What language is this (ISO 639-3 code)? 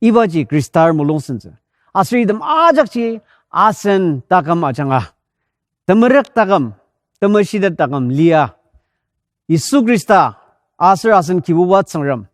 njo